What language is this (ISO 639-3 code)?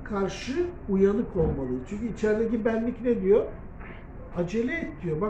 tur